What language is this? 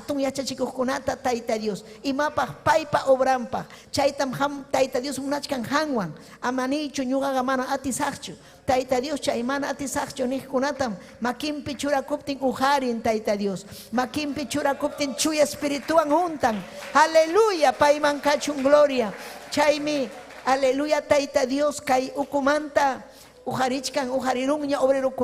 Ayacucho Quechua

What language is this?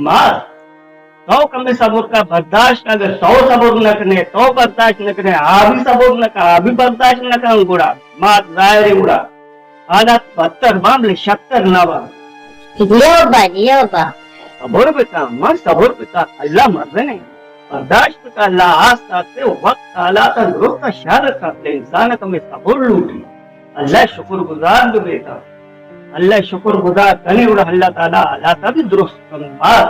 Baluchi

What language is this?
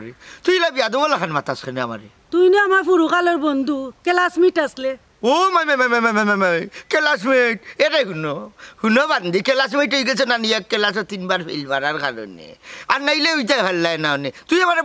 Sylheti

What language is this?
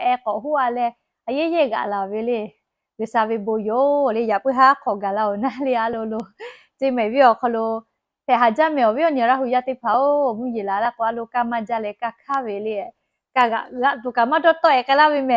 Lahu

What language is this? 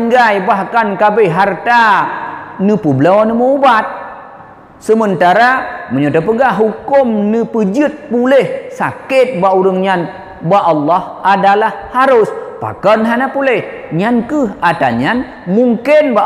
Achinese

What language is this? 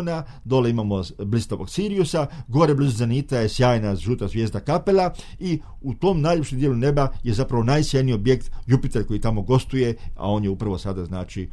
Croatian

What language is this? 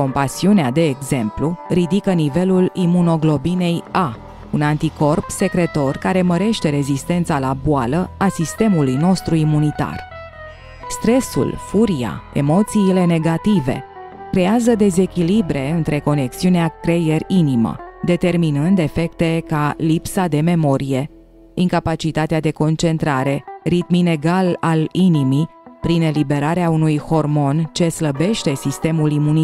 Romanian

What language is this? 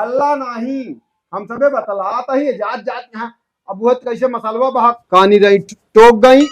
Awadhi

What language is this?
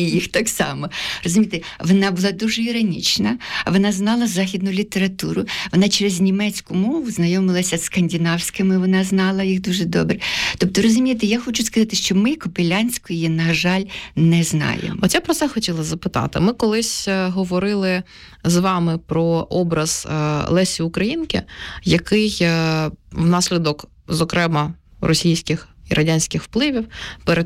Ukrainian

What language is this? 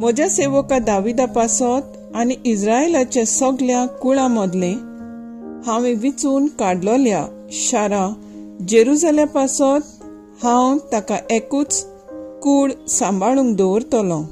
Konkani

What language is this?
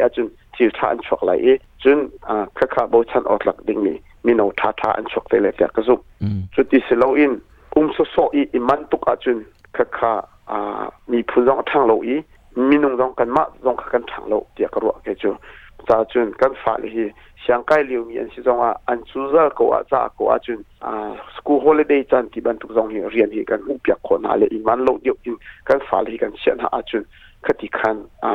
Hakha Chin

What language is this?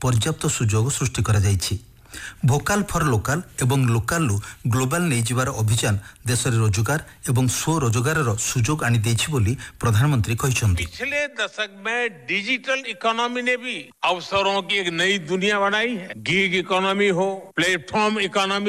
Odia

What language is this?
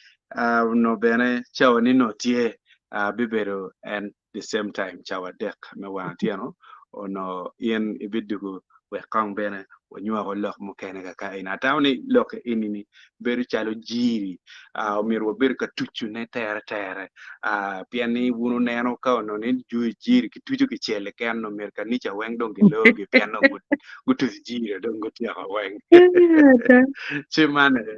Acoli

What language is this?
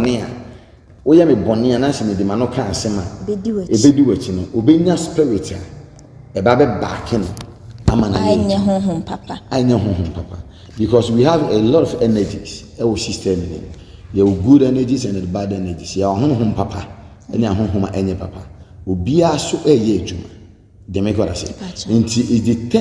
Akan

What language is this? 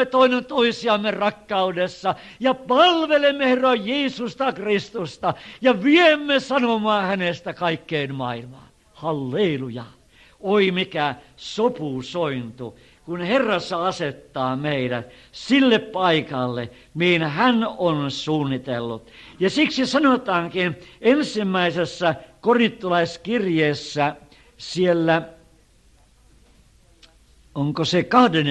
Finnish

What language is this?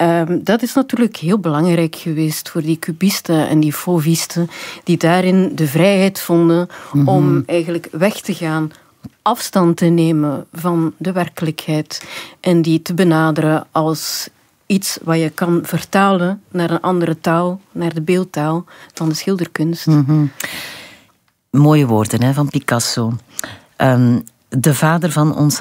Dutch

